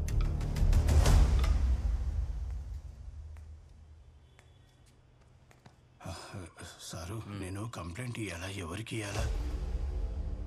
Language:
Telugu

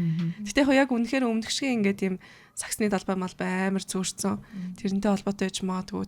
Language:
Mongolian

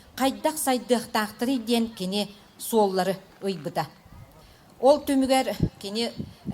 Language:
Yakut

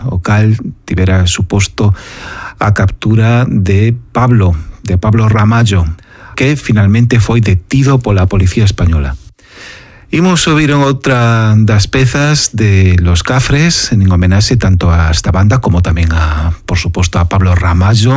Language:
Galician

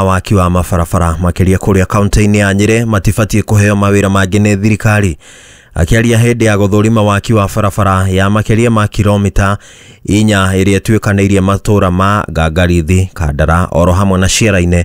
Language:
Kikuyu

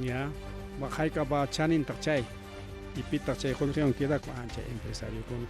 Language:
Ayacucho Quechua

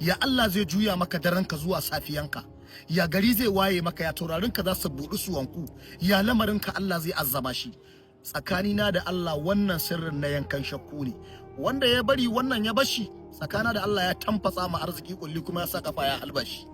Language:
Hausa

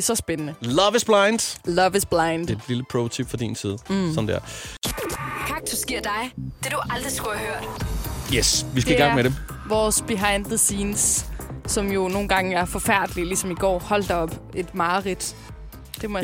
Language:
Danish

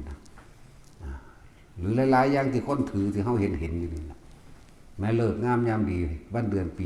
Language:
Northeastern Thai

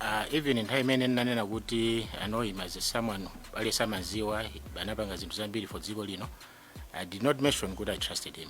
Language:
Nyanja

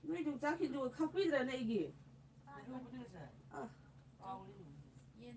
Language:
Manipuri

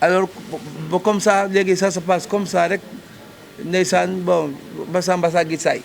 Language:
Wolof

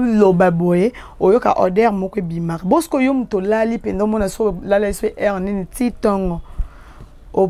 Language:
Lingala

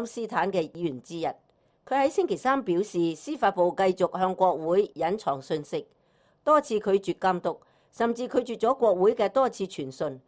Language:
Cantonese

